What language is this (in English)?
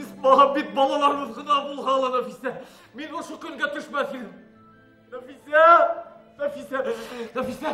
Bashkir